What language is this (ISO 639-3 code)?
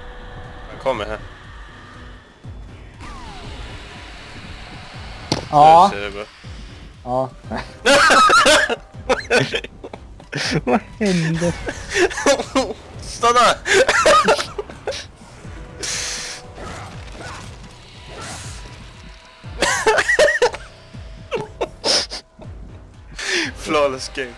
swe